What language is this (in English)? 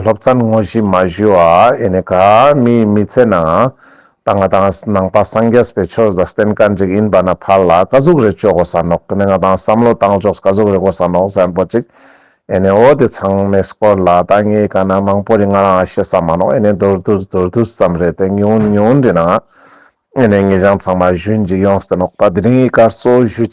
Ladakhi